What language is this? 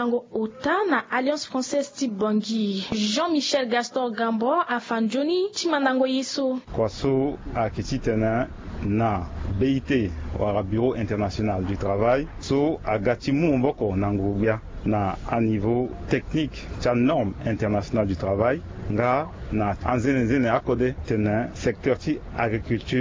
Sango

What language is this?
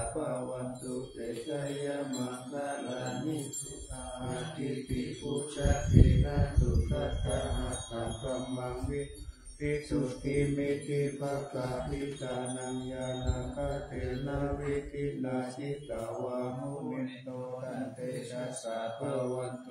Pali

